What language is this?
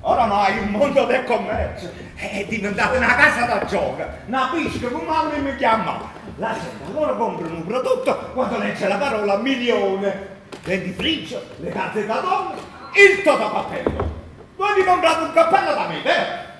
Neapolitan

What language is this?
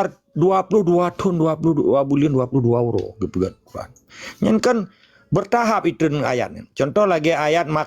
Achinese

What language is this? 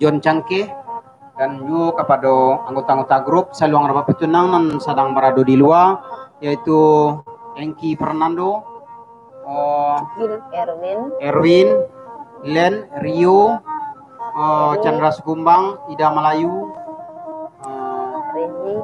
Minangkabau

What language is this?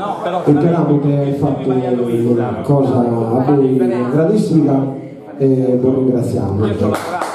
Sardinian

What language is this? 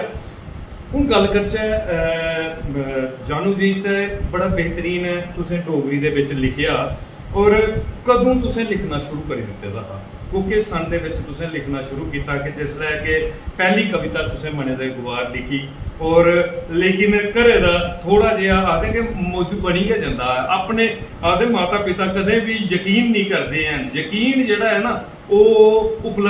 Dogri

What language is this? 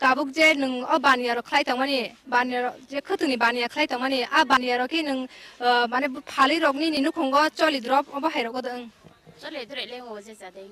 Kok Borok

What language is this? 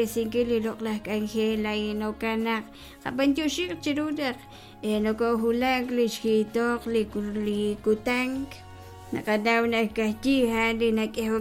Kekchí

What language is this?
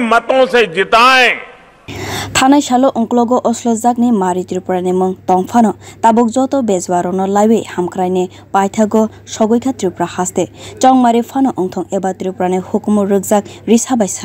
Kok Borok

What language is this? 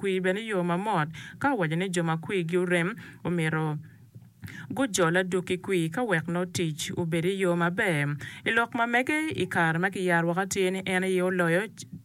Acoli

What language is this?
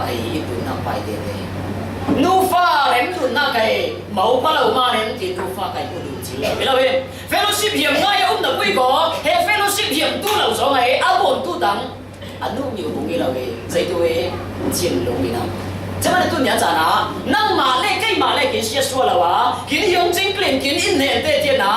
Falam Chin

